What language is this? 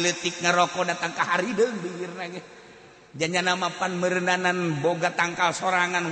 Sundanese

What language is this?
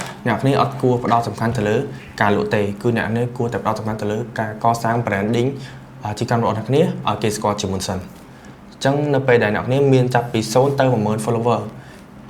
Khmer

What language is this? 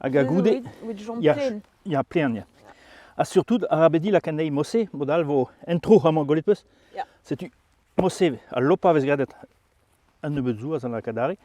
Breton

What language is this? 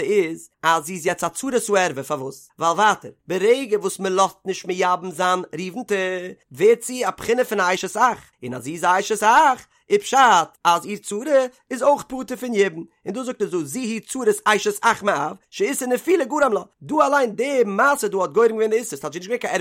Yiddish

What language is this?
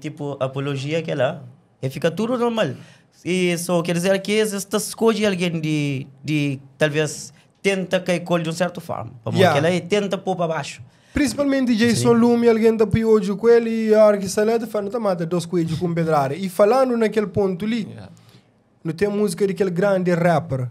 Kabuverdianu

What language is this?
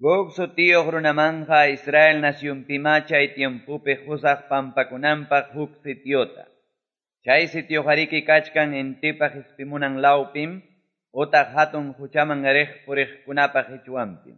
Quechua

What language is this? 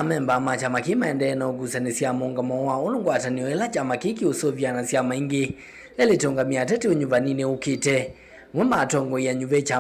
Kamba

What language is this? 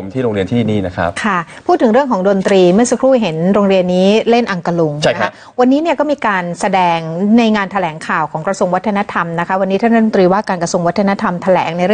Thai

